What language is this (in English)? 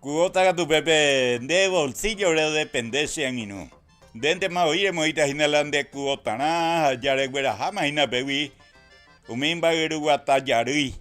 Guarani